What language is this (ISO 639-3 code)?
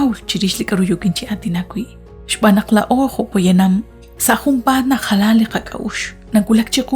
kek